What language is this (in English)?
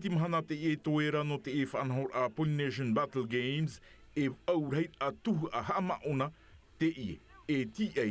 Tahitian